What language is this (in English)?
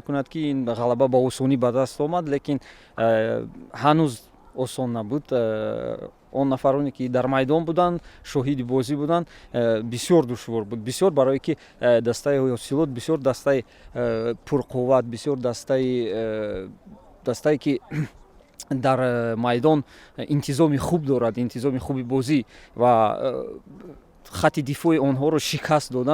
Tajik